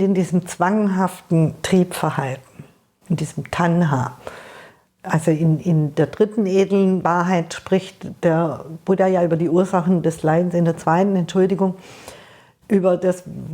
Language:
Swiss German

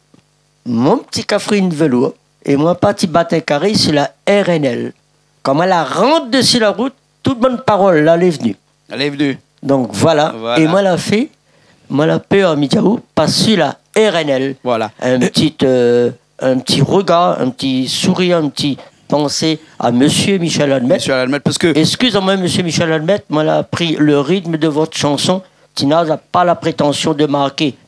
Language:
Réunion Creole French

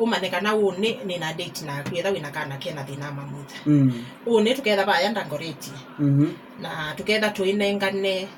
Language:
Kamba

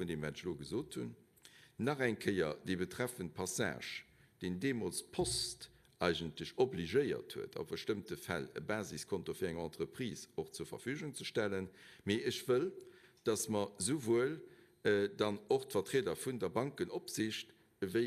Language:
Luxembourgish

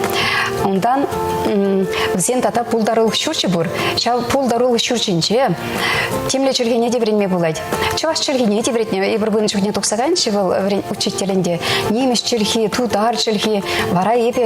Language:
Chuvash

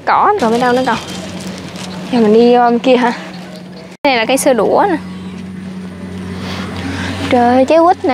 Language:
Vietnamese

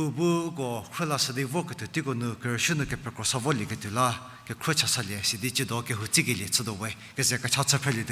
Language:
Angami Naga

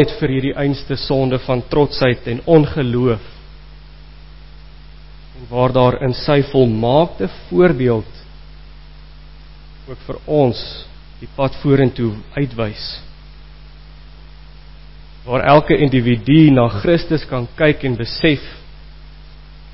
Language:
Afrikaans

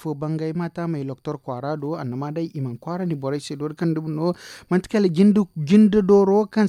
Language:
Zarma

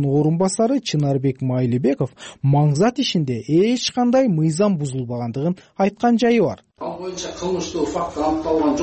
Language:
Kyrgyz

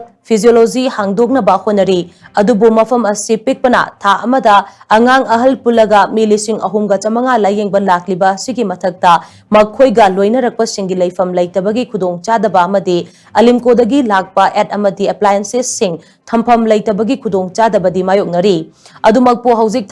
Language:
Manipuri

